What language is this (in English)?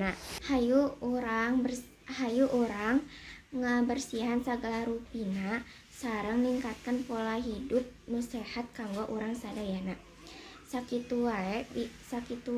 Sundanese